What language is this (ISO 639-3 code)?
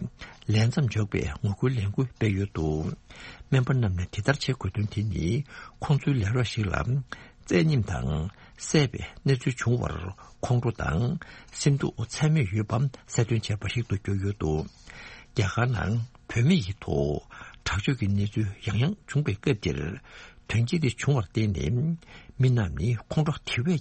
bod